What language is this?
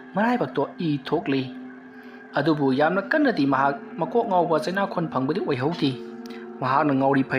Manipuri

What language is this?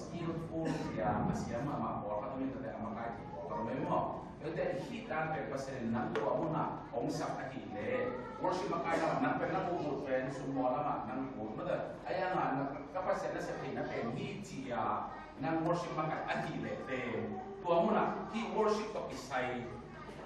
Tedim Chin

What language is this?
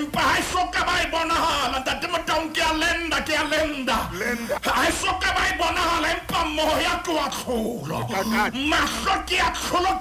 Southern Sotho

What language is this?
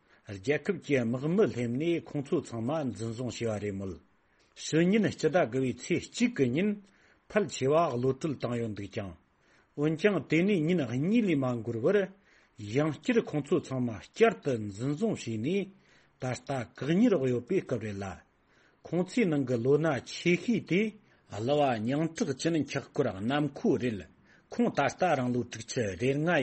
Tibetan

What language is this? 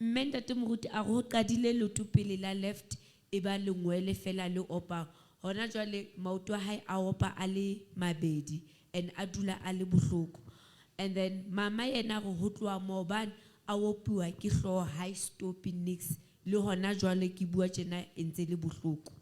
Southern Sotho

